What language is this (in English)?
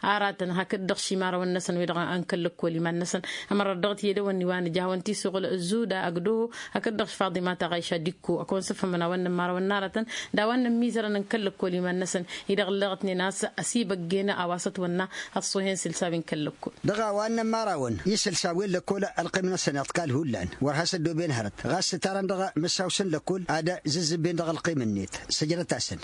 Tamasheq